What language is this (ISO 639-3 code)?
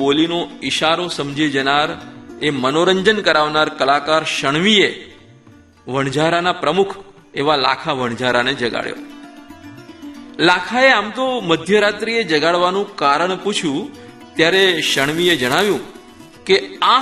guj